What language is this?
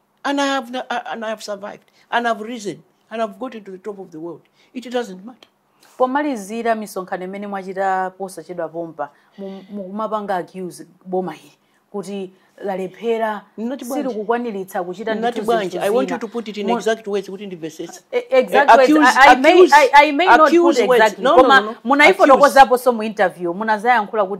Nyanja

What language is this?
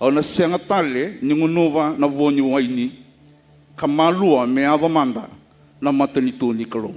Fijian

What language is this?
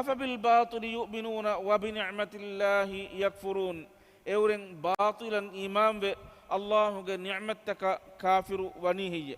Divehi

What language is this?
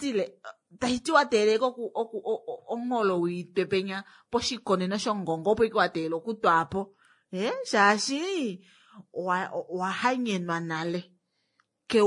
Kuanyama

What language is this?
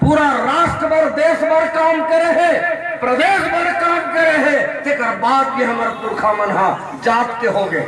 Chhattisgarhi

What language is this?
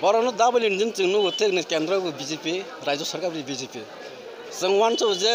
Kok Borok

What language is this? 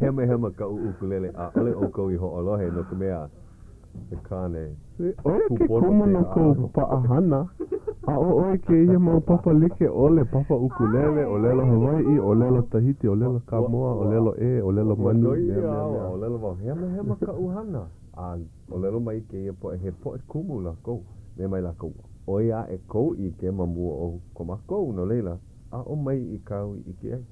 Hawaiian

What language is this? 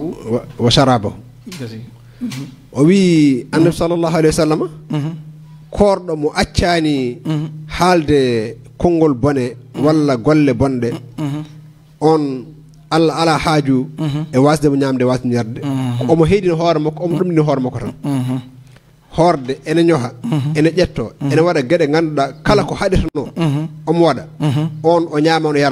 Fula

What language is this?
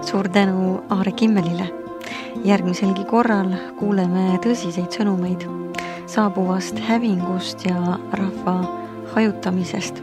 Estonian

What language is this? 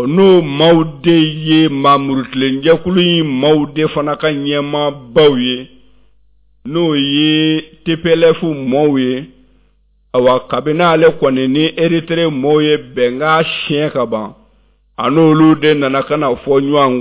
Bambara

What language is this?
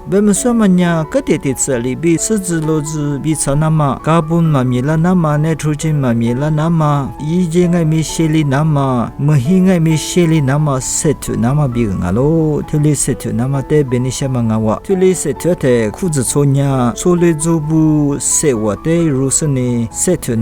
Lisu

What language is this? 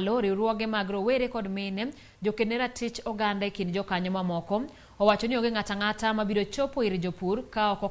Luo (Kenya and Tanzania)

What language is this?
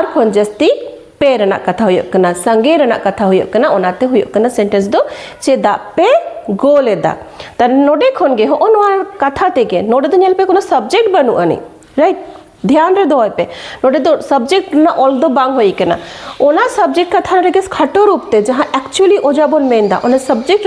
Santali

